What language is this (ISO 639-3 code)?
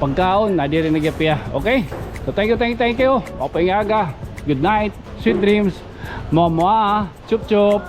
war